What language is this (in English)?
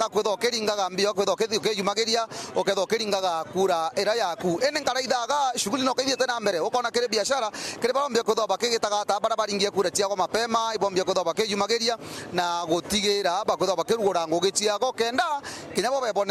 Meru